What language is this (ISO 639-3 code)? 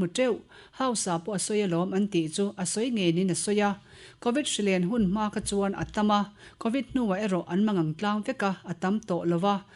lus